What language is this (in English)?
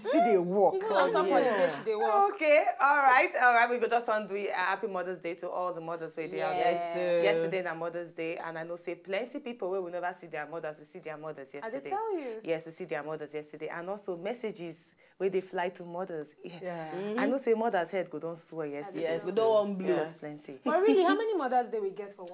Nigerian Pidgin